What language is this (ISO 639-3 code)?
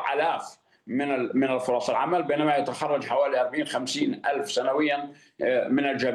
ara